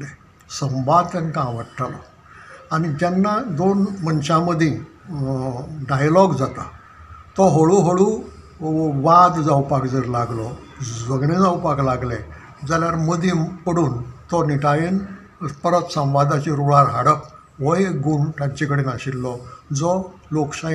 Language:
Konkani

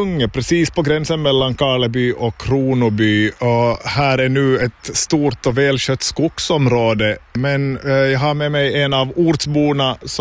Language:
Swedish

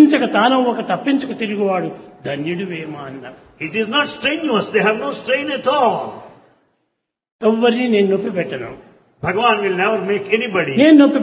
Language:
Telugu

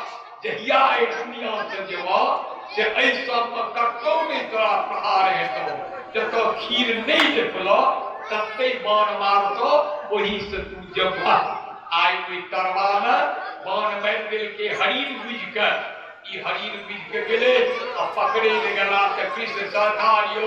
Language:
Maithili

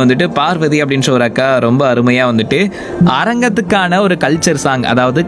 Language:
Tamil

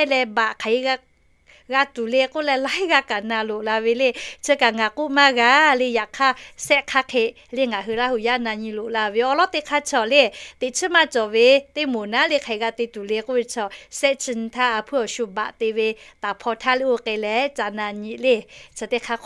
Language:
Lahu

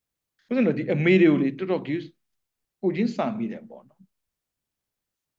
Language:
Burmese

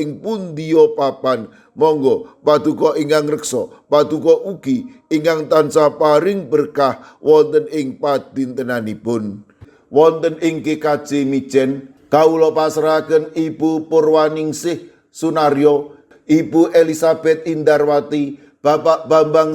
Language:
Javanese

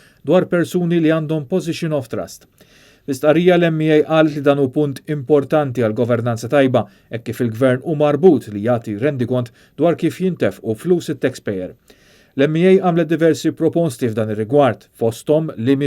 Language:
Maltese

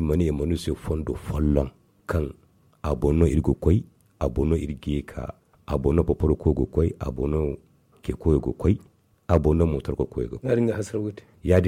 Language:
Zarma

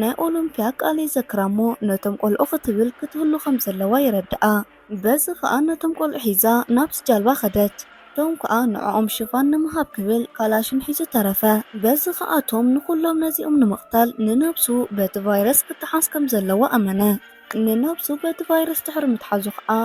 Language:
Tigrinya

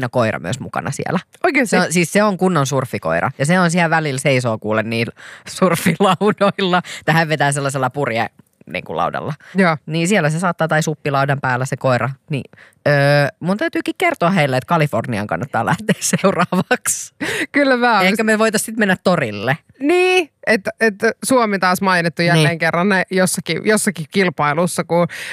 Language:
Finnish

